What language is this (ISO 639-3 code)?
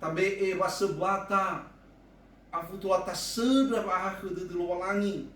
nia